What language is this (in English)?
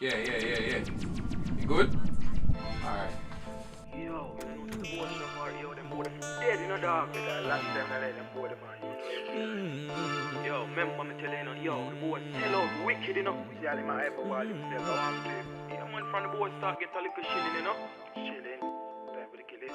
Jamaican Creole English